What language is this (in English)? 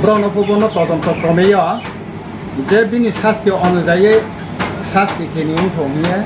Riang (India)